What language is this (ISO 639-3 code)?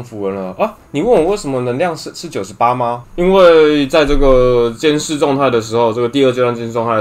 zho